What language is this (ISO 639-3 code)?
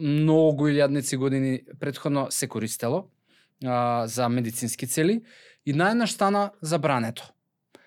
mkd